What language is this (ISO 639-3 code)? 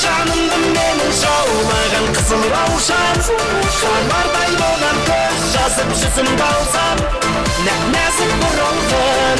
kaa